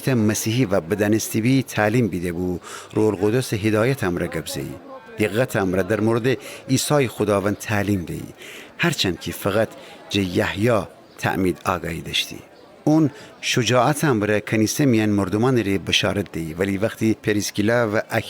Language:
Gilaki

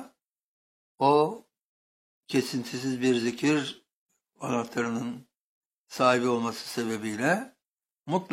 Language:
Turkish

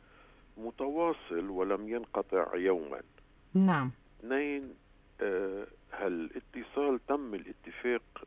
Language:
North Levantine Arabic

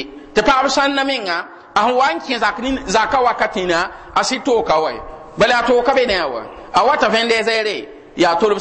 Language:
Mossi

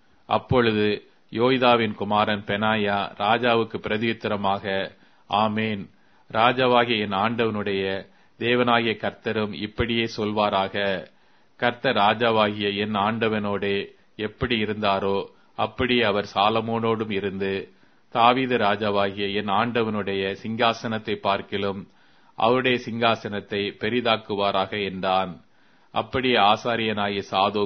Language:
Tamil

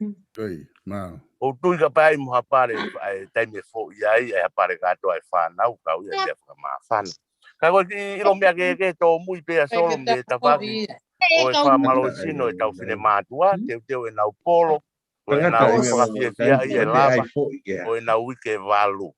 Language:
Tongan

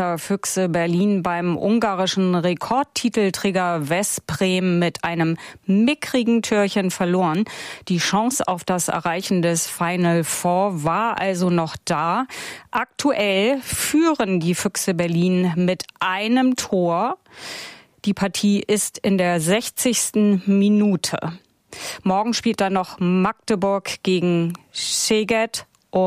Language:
German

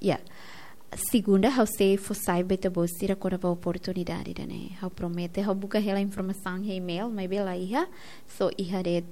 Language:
Tetum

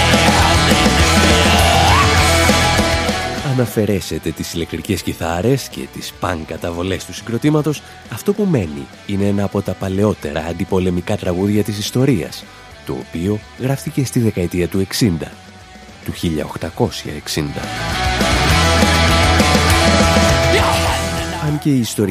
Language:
Greek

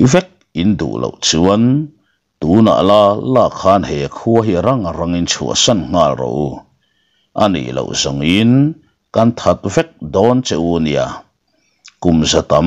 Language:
Mizo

